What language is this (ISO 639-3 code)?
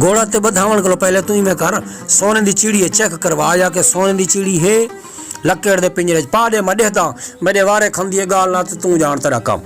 skr